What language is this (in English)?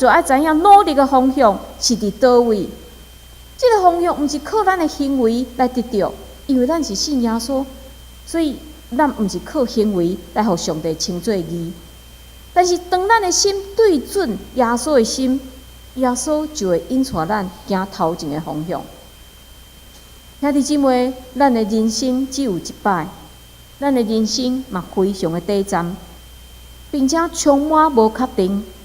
Min Nan Chinese